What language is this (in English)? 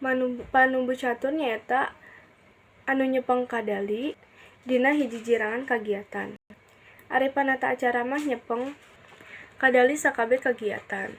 Sundanese